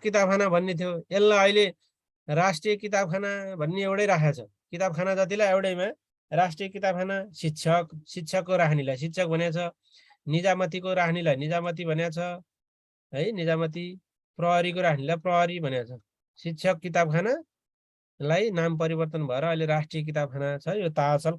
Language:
Nepali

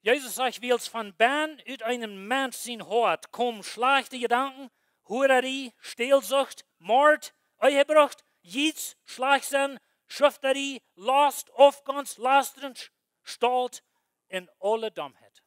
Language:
Plautdietsch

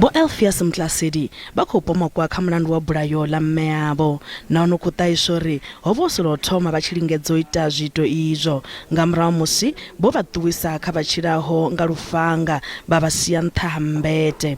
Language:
Venda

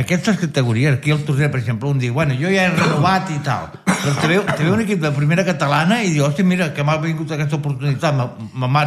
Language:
Catalan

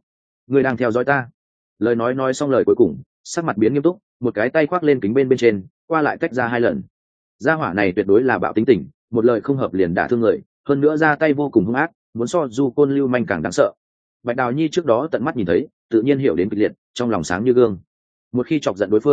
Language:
Vietnamese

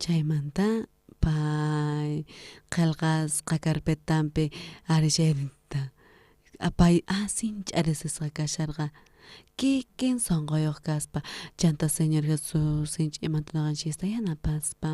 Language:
South Bolivian Quechua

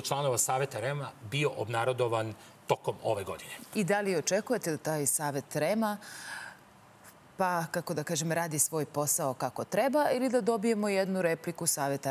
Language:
Serbian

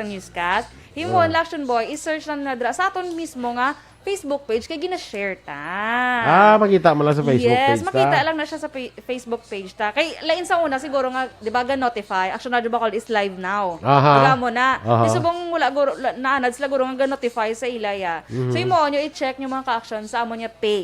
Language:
Hiligaynon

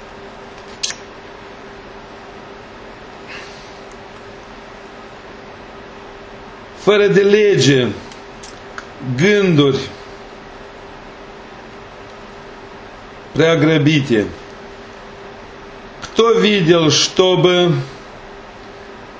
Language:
Romanian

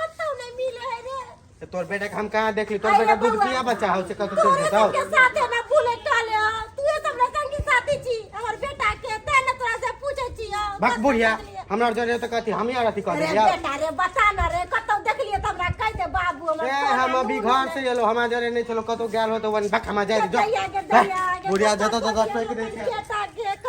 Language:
Maithili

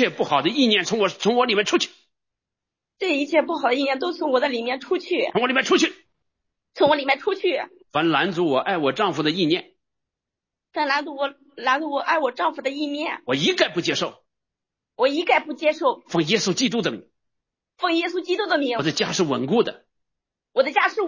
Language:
Chinese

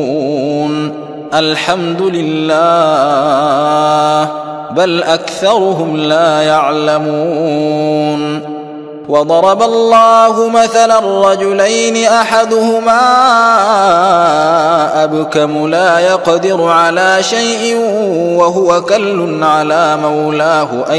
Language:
Arabic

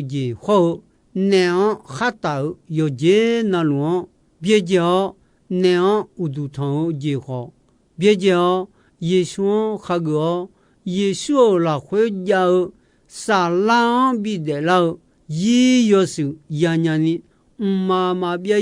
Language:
Akha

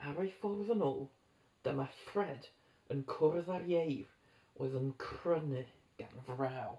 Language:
Welsh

